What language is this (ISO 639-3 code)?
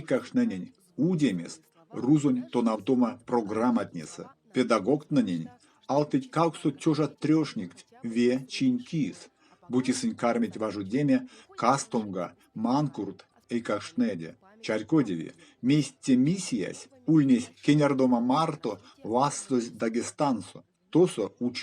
myv